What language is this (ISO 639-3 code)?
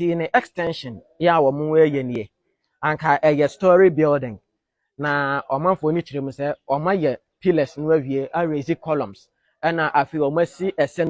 aka